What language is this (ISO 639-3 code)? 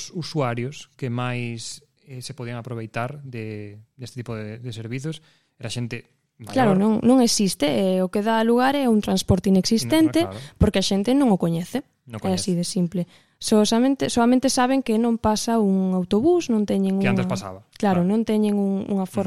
glg